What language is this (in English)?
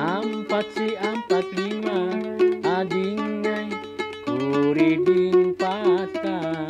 Banjar